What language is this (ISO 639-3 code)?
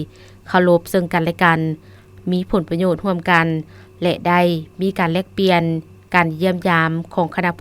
lao